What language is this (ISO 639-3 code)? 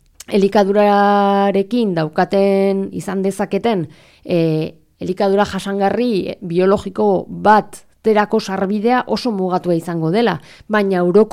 eus